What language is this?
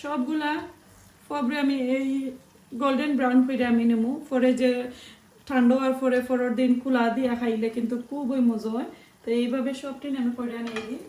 Sylheti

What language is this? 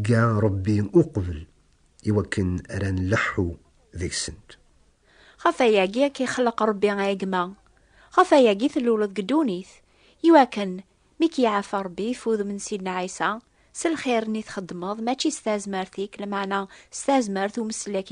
Kabyle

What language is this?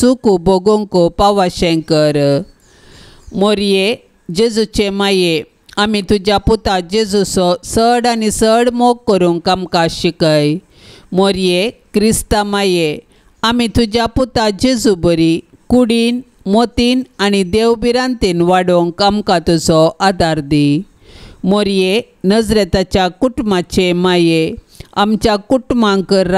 Konkani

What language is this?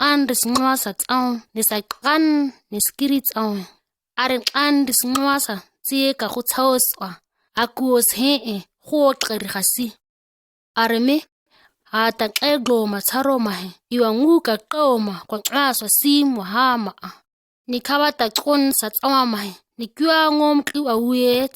ǁGana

